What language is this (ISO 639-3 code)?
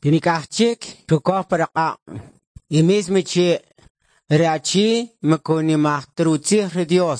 quc